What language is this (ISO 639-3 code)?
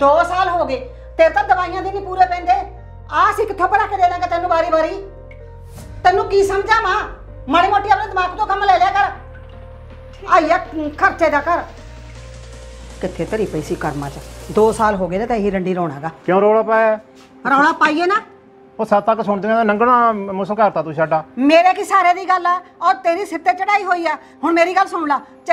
pan